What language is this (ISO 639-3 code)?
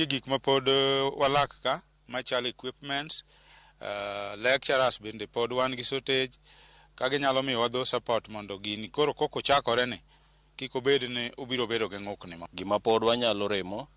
luo